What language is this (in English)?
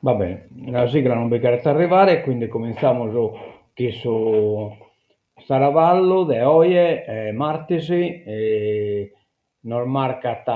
Sardinian